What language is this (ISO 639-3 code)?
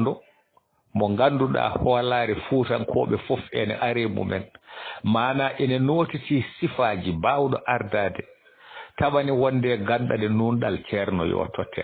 ful